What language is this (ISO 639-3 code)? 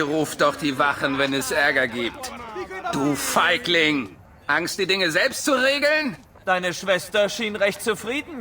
bar